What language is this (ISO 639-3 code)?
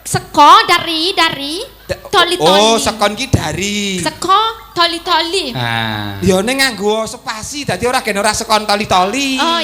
jav